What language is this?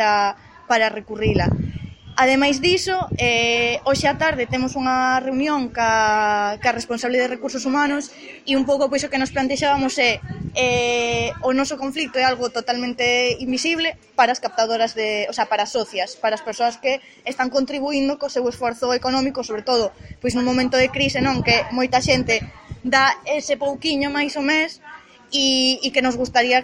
Galician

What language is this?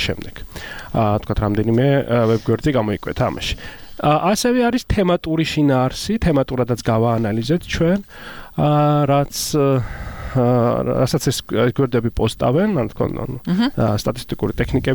Georgian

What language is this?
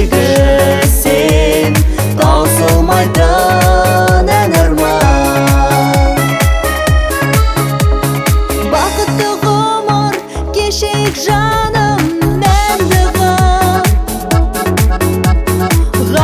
Kazakh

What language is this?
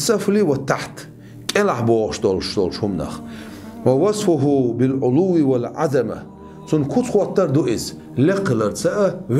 Chechen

